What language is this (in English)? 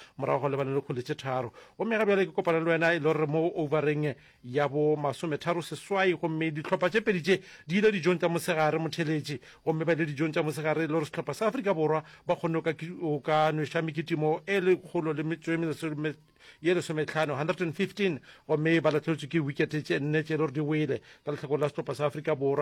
Northern Sotho